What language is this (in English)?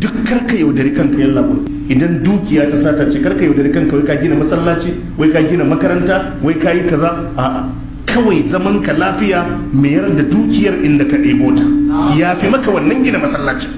Hausa